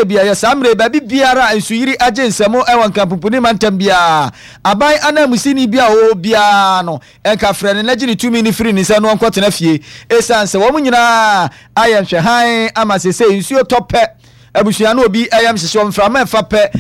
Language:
Akan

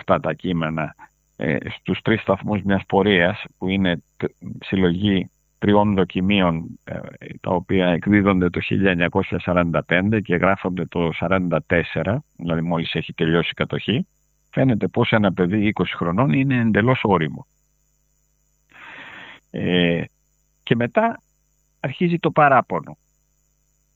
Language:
Greek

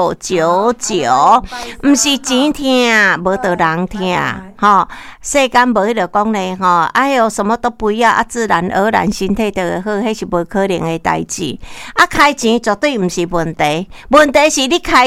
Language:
Min Nan Chinese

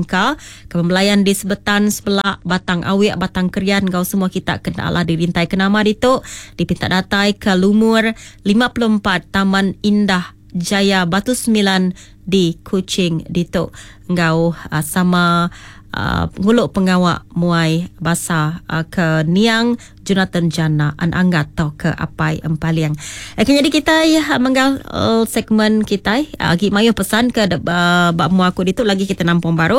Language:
Iban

